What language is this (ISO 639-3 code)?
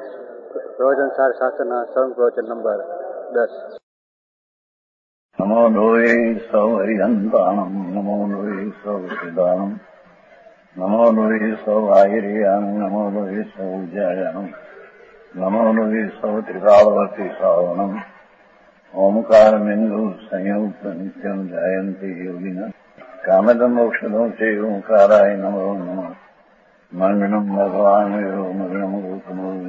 guj